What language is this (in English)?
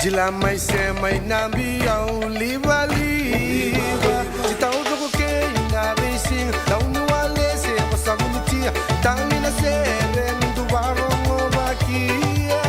Fijian